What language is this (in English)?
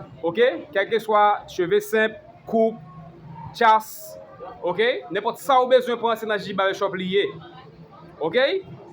Haitian Creole